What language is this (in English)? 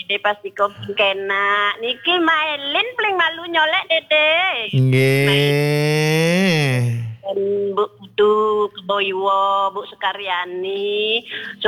Balinese